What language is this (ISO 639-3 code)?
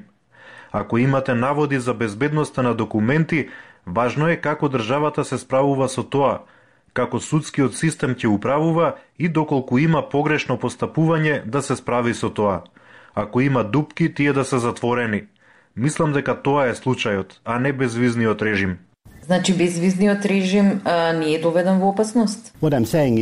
mkd